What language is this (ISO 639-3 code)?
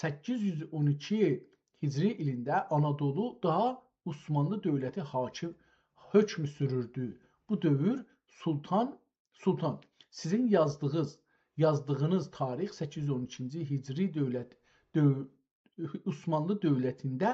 azb